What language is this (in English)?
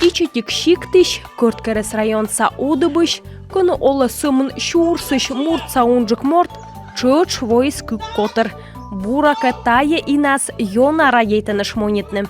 Komi